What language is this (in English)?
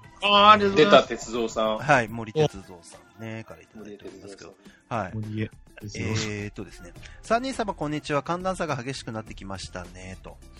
Japanese